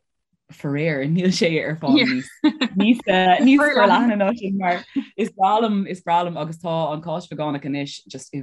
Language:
Irish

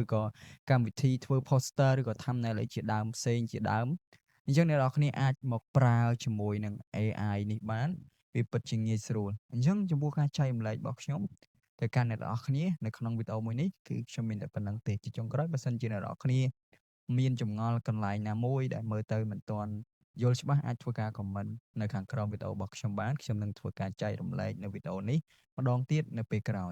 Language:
Khmer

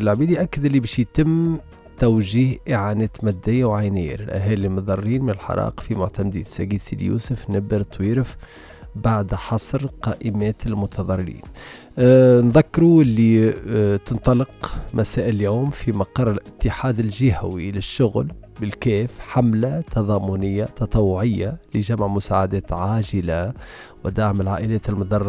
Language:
Tunisian Arabic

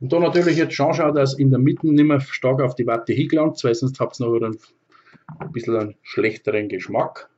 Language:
Bavarian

